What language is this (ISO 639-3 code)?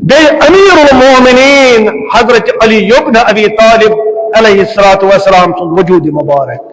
kas